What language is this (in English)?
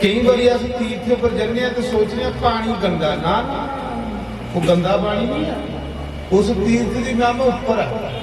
Dogri